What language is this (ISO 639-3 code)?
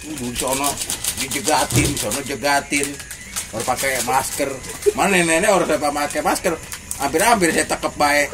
bew